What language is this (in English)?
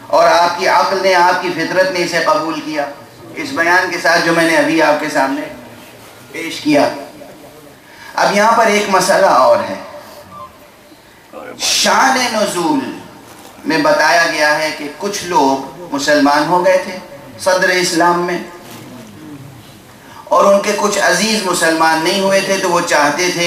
Urdu